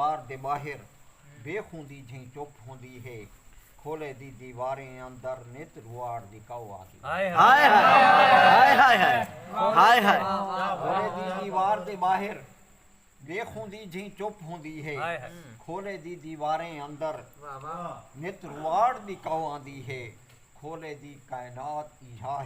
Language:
Saraiki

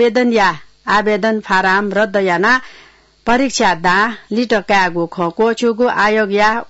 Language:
Newari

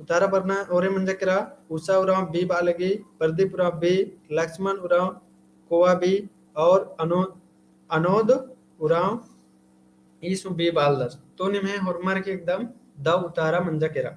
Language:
Kurukh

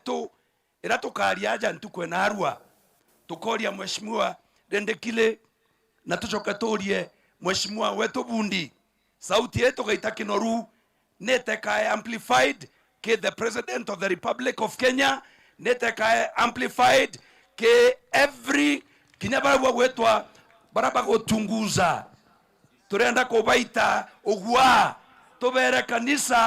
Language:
Meru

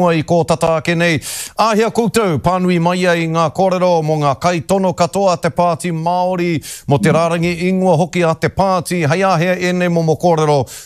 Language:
Māori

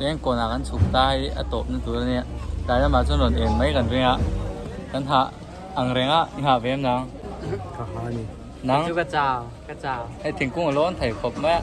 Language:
Mizo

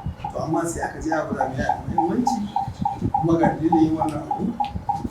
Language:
Hausa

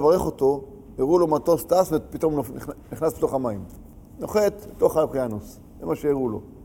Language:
Hebrew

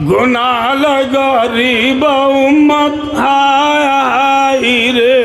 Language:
Rohingya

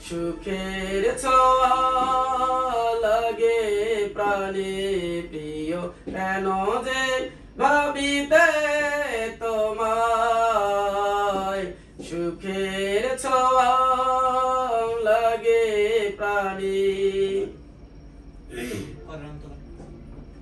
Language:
Bangla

